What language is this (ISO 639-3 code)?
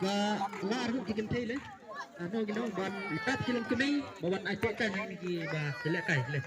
kha